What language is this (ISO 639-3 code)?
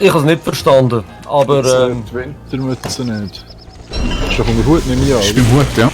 gsw